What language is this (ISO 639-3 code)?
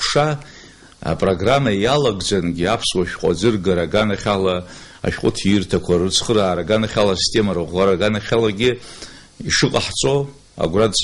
abk